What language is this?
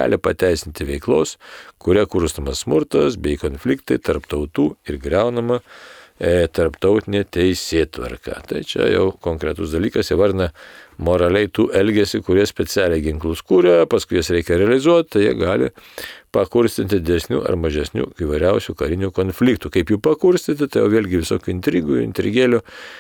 Lithuanian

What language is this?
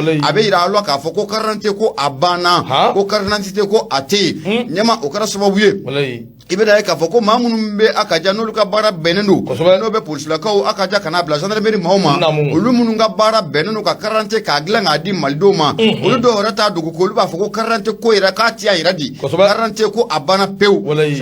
Bambara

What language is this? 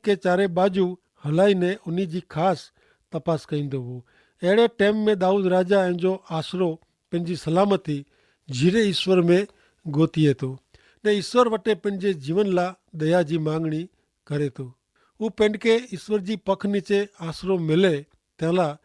Kachhi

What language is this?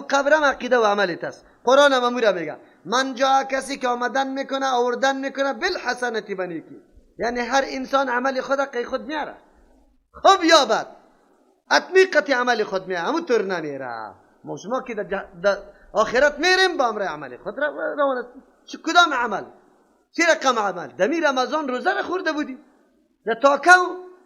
Persian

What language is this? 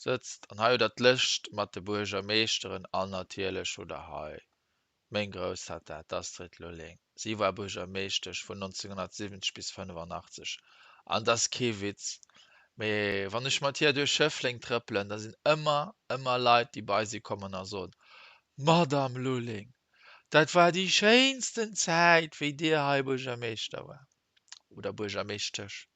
Luxembourgish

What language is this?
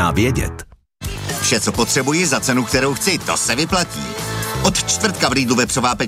Czech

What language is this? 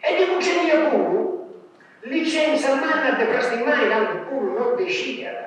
Sardinian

